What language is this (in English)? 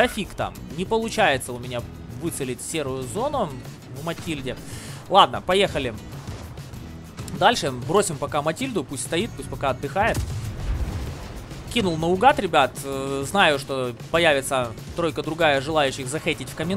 Russian